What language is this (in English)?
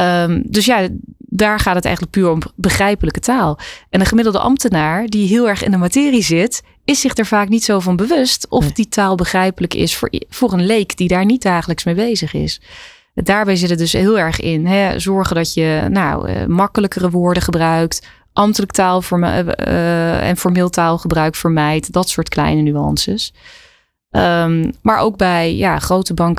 Dutch